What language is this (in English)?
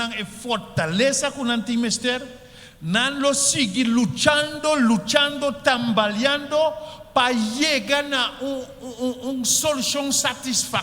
Papiamento